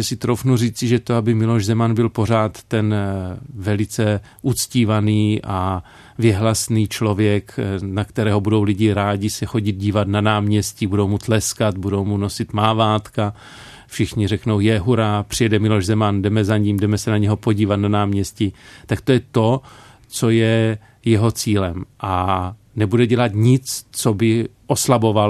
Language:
Czech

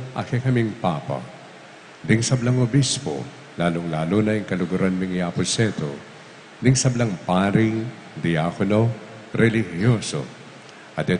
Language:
Pampanga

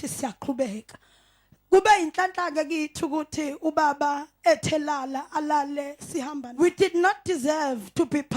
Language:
Zulu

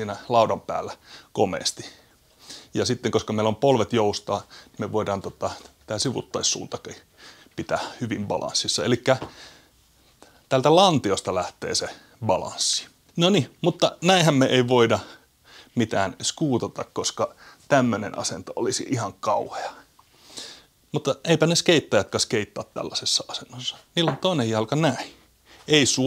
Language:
Finnish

